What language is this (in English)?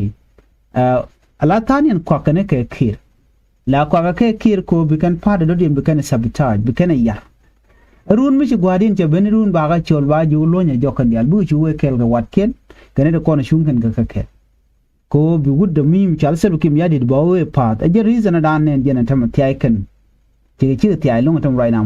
Nuer